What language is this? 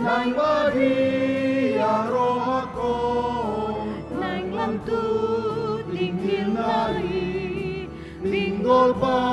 Batak Toba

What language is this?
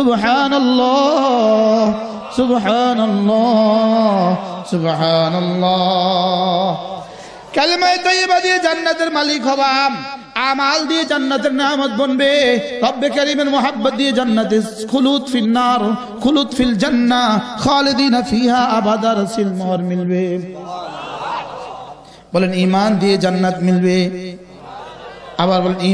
Bangla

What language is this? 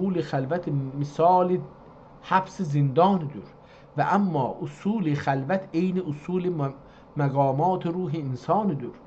South Azerbaijani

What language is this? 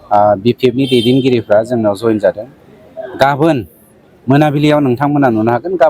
Bodo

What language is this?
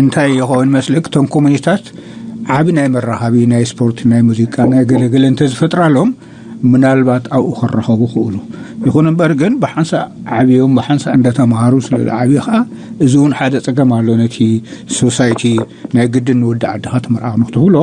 Tigrinya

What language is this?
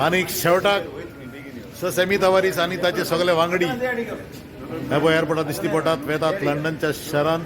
Konkani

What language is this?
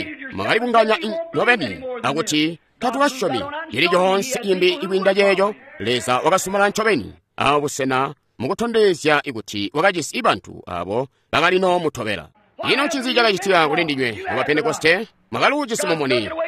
Tonga (Zambia)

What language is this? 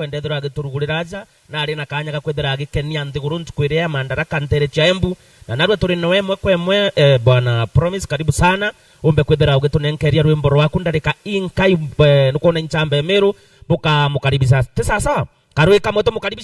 Meru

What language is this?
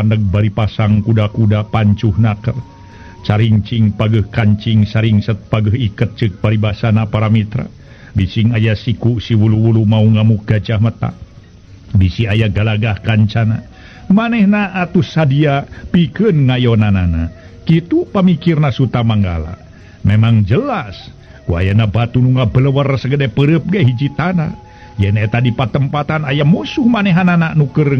Sundanese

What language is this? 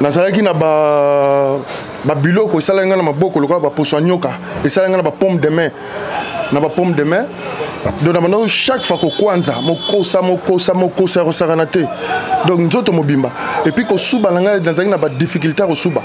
Lingala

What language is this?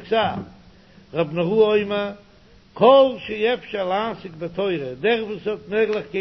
Yiddish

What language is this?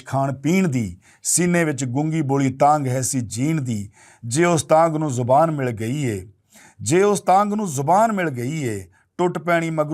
Western Panjabi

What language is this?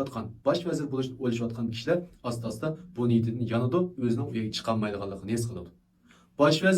Uyghur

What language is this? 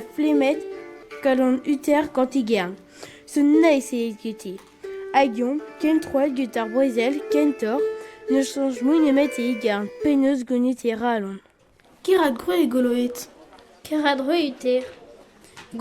Breton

